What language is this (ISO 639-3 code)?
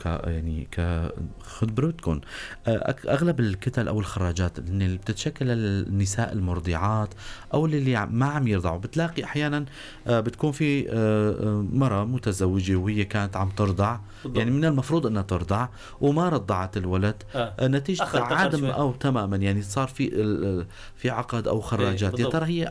apc